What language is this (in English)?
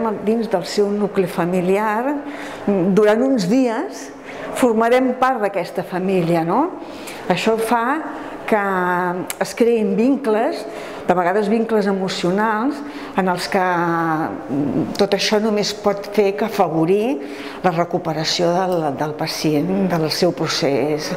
Catalan